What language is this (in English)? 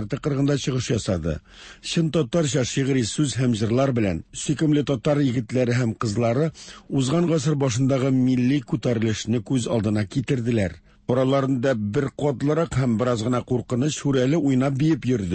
Tatar